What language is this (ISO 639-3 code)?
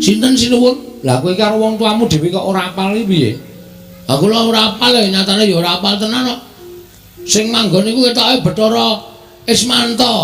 jav